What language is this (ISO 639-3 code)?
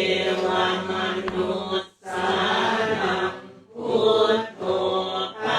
pli